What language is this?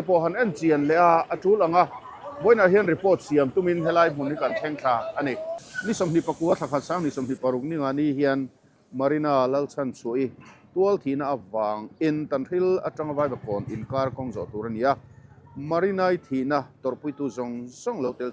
Mizo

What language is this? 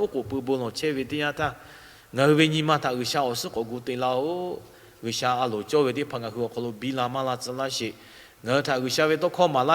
Lahu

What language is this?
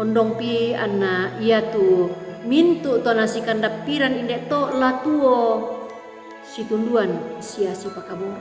Toraja-Sa'dan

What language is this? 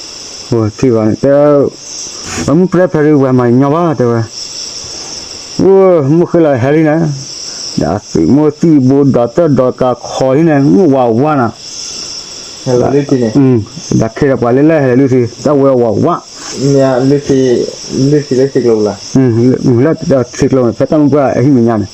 S'gaw Karen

